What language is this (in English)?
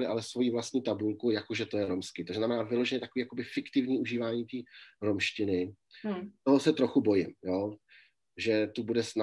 Czech